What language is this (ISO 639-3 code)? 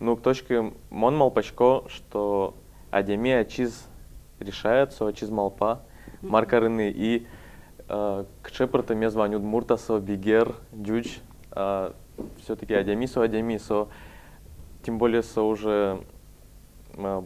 udm